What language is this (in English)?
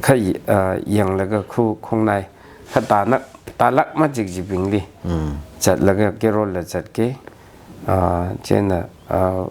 Tangkhul Naga (India)